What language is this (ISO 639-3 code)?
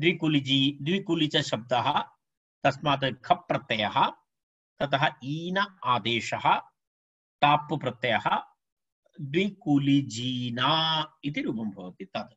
san